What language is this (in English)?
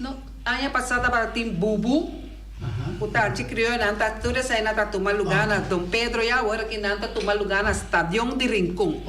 Papiamento